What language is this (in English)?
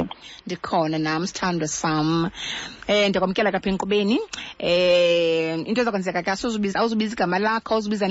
Xhosa